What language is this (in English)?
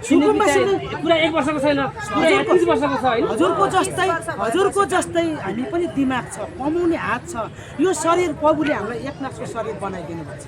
Nepali